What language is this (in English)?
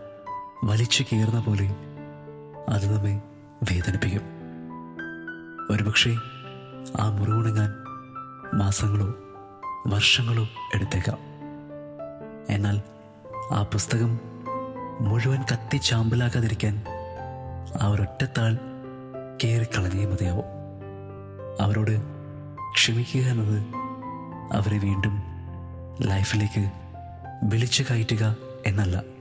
Malayalam